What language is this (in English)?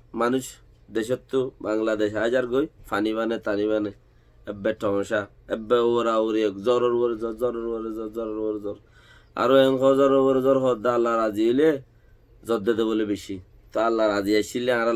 Rohingya